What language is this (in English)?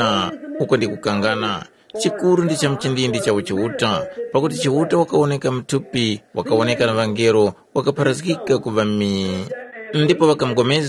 Tumbuka